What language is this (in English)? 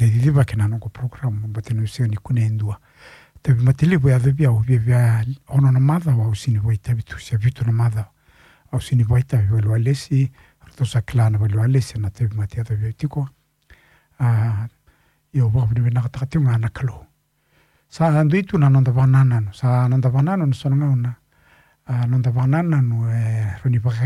Fijian